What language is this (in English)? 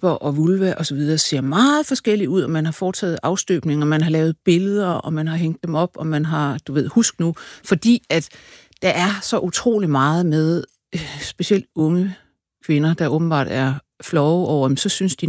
Danish